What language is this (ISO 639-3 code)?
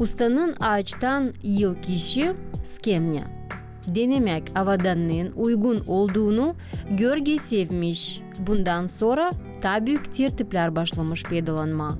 gag